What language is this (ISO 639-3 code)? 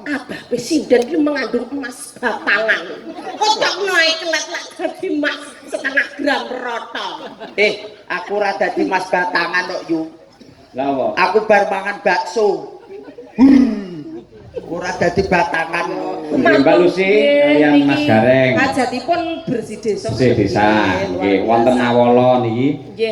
jav